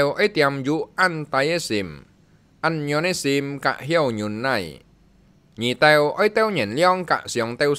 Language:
Hakka Chinese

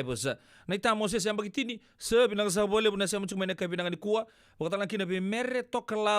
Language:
Fijian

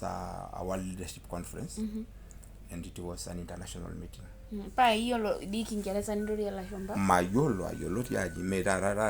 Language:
Masai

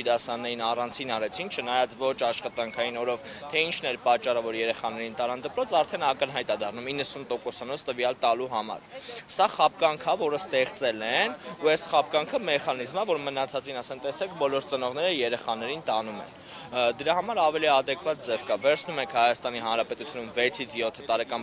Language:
Armenian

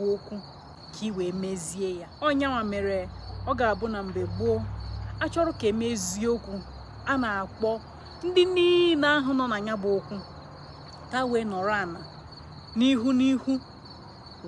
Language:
Igbo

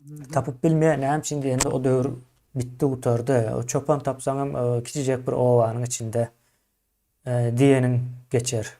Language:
Turkmen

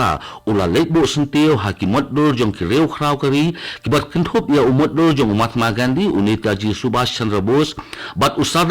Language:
Khasi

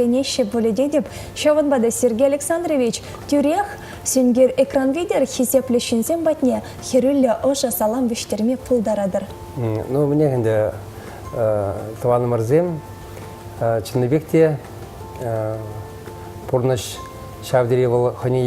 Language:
Chuvash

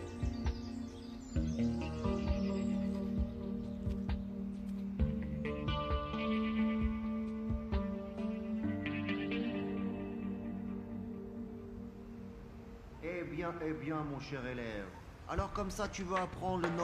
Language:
French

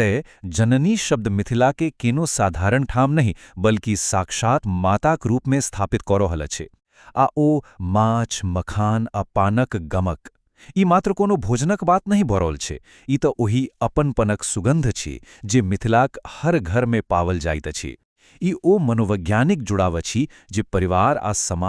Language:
Maithili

